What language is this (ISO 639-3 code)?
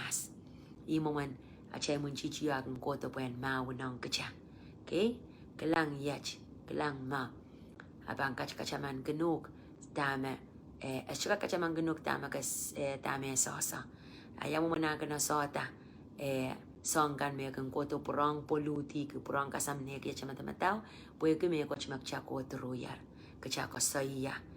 pon